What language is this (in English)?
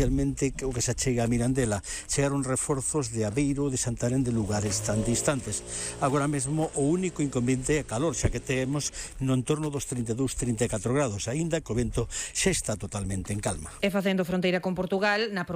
Galician